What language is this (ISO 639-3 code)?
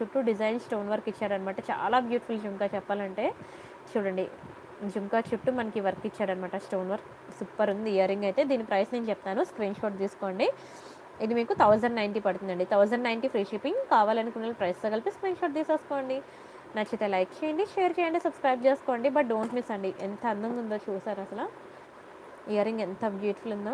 tel